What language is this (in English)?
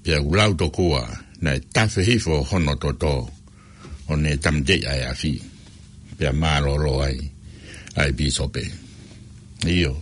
Tongan